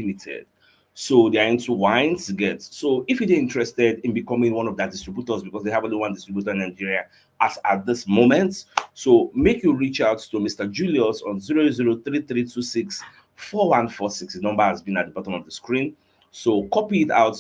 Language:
Nigerian Pidgin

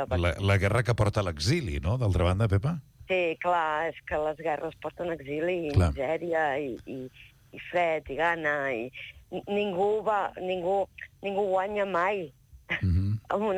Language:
Catalan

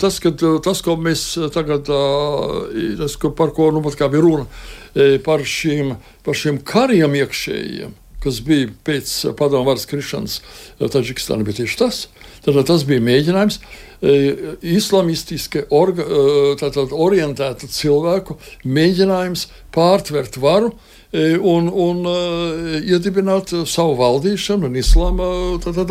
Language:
Latvian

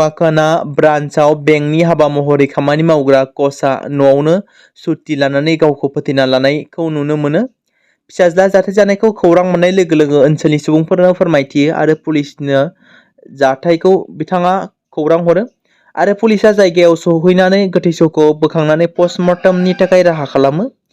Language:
Bodo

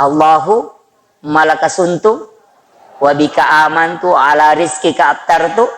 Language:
Buginese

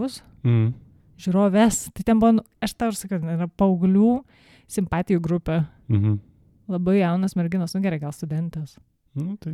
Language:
Lithuanian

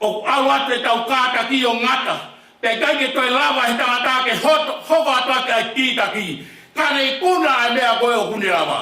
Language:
Tongan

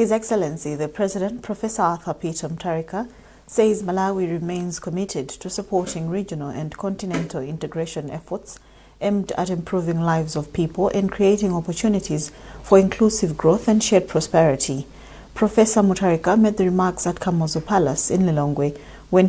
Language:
English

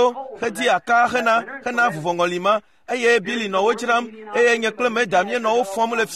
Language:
Ewe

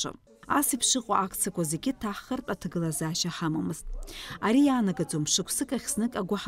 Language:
Abkhazian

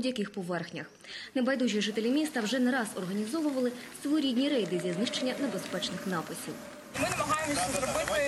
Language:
Ukrainian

